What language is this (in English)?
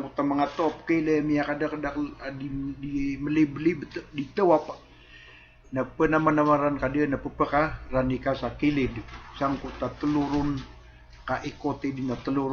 Maranao